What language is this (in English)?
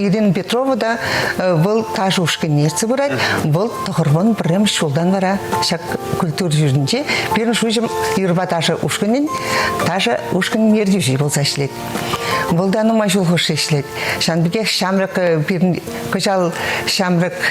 Chuvash